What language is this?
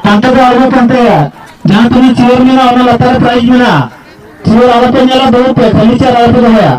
Santali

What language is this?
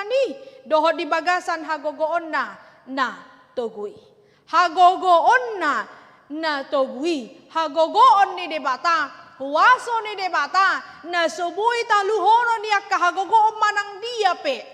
Batak Toba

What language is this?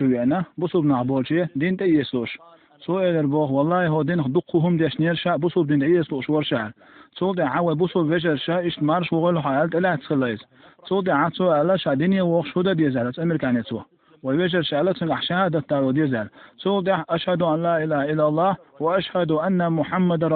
Chechen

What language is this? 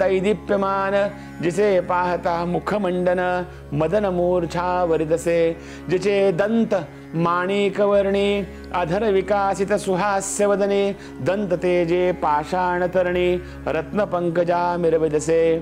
Marathi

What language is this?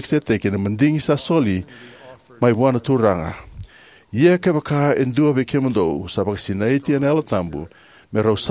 Fijian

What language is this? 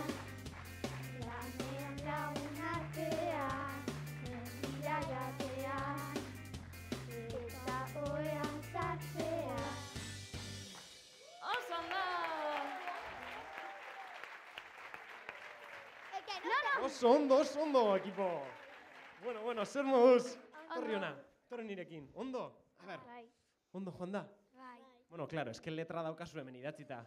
Basque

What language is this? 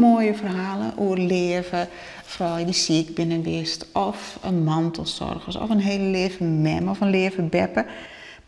Western Frisian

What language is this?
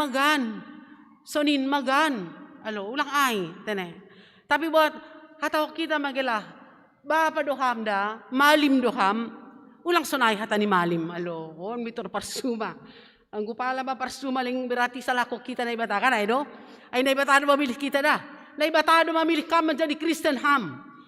Batak Simalungun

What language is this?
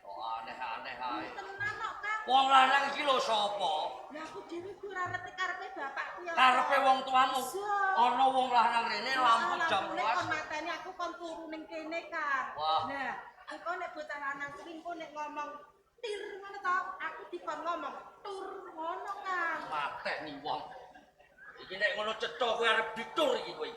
Javanese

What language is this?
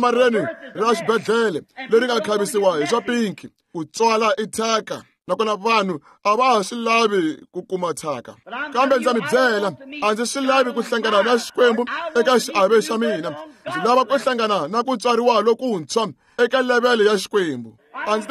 Tsonga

